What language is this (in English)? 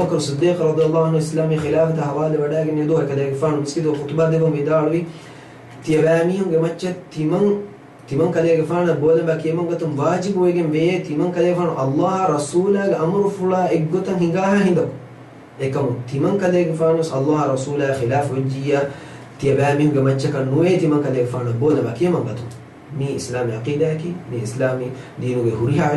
Divehi